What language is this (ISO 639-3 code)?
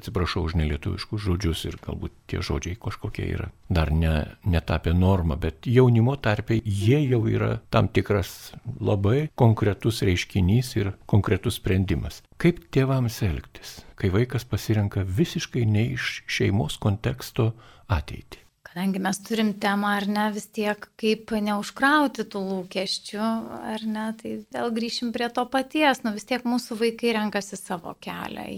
lit